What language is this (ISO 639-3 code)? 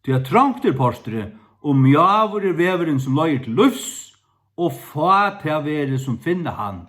fao